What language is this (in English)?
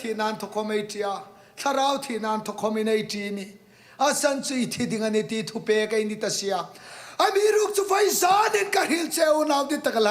Hmar